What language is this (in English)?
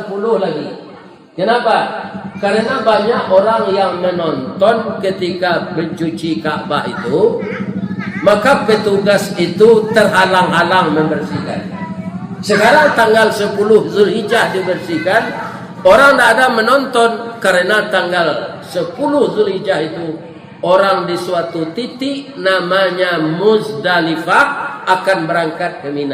Minangkabau